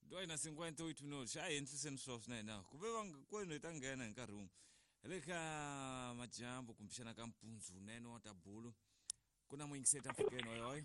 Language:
Tsonga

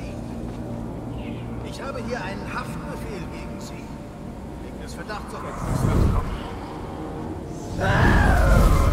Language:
German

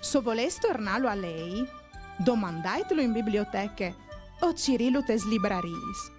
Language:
Friulian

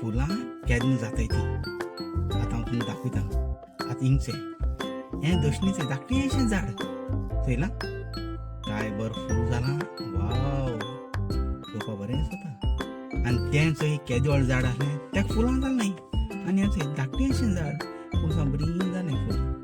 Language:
Konkani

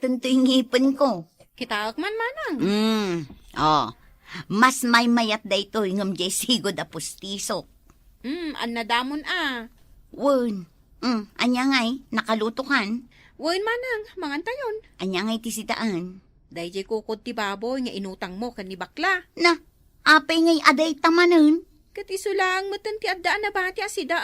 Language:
Iloko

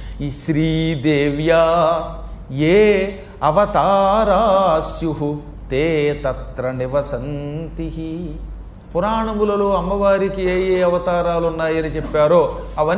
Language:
Telugu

